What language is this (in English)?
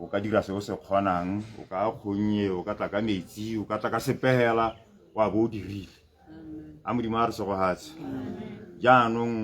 Tswana